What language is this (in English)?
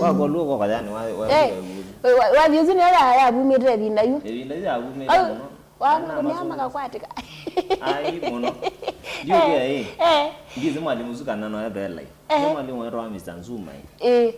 Kamba